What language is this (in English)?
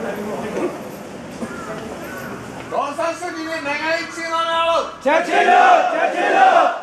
Burmese